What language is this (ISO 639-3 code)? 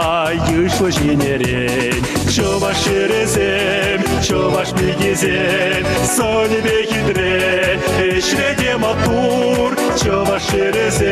chv